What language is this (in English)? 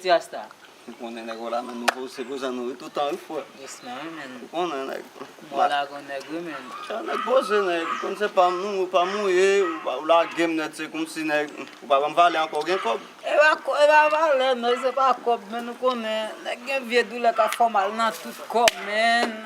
Haitian Creole